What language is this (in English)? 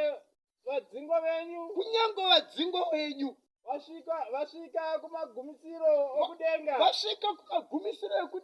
Shona